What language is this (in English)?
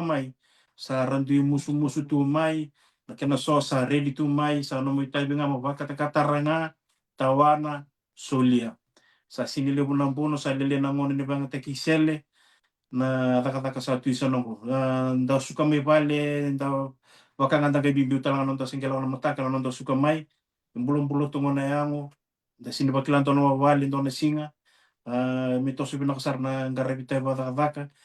Fijian